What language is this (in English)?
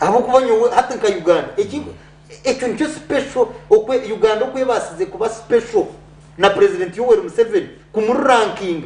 Nyankole